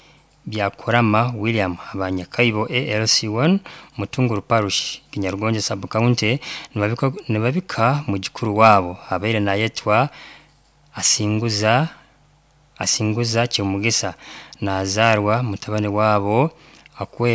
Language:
Nyankole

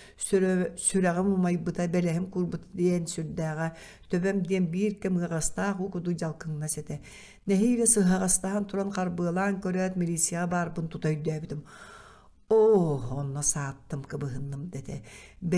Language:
Yakut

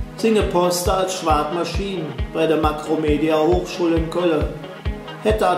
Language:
Colognian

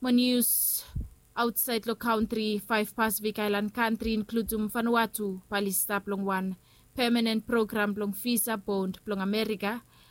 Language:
Bislama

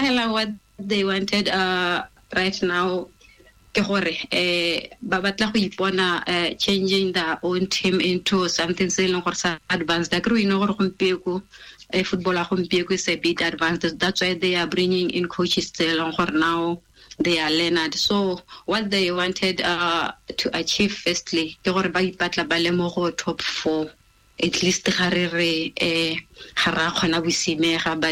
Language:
Tswana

